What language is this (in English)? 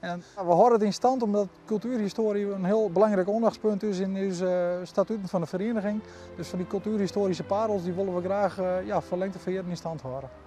Western Frisian